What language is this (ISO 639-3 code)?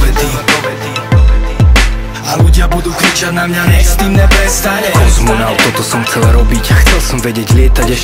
slk